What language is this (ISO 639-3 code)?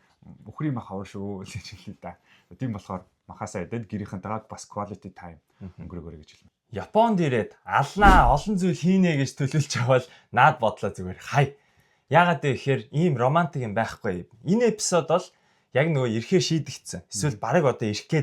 mon